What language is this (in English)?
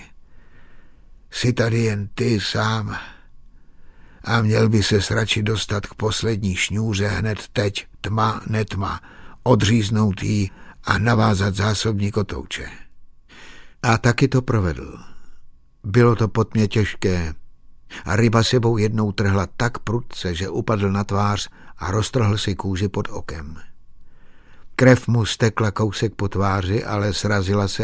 Czech